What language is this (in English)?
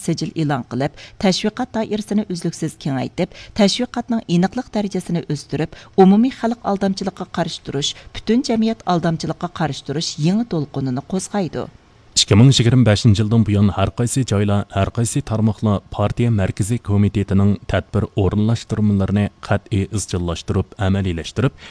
Uyghur